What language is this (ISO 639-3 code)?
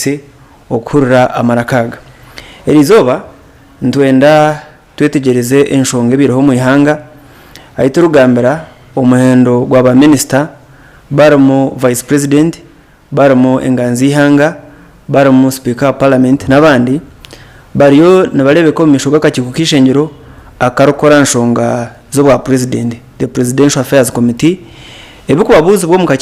nyn